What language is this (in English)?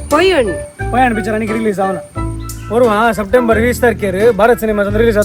Konkani